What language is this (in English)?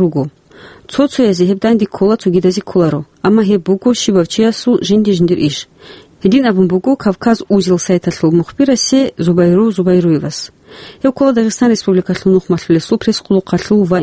Avaric